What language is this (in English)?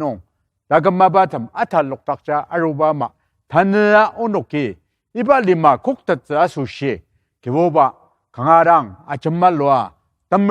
Ao Naga